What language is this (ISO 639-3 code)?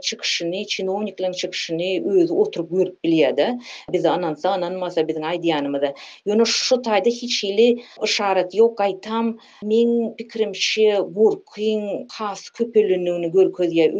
tuk